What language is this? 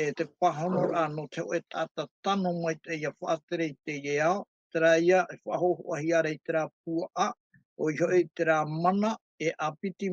Tahitian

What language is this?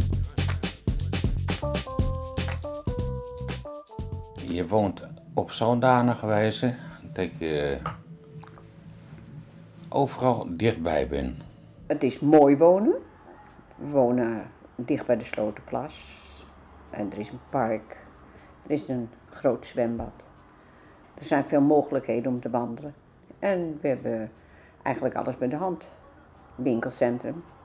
Dutch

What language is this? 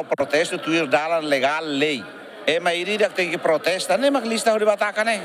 Tetum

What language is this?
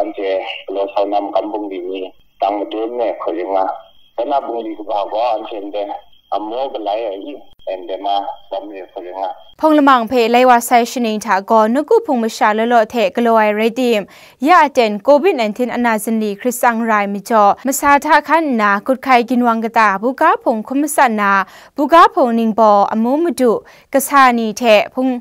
Kachin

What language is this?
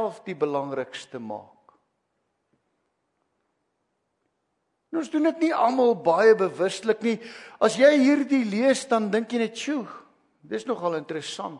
Afrikaans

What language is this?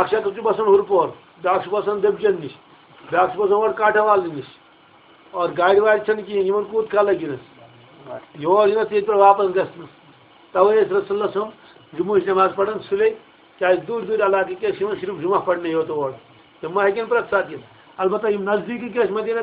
Kashmiri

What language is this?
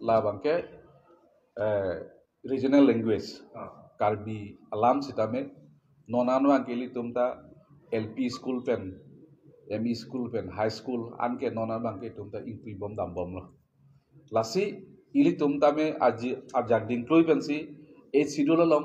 Karbi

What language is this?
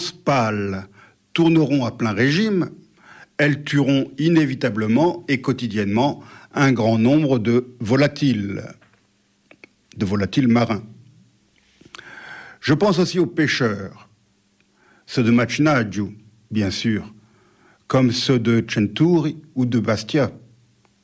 French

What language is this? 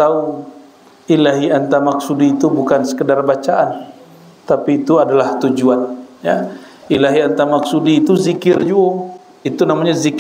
Minangkabau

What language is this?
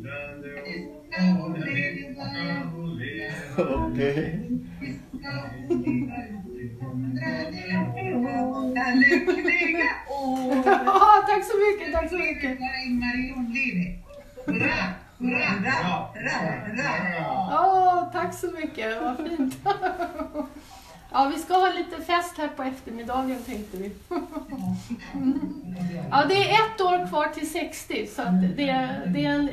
Swedish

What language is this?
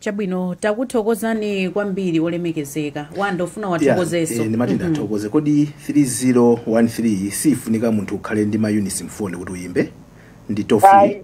Nyanja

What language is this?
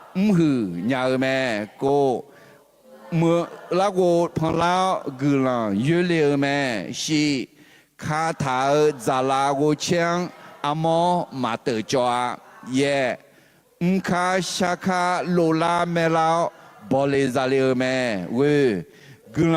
Akha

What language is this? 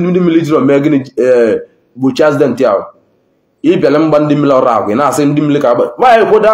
Igbo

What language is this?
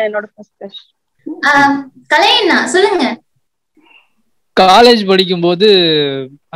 Tamil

